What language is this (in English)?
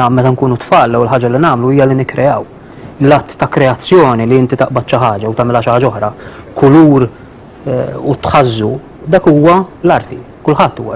Maltese